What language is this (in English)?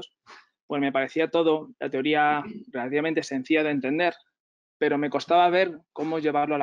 Spanish